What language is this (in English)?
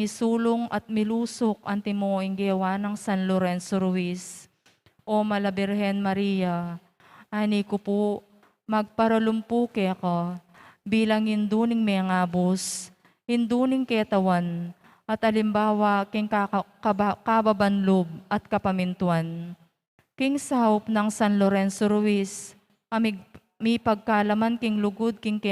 Pampanga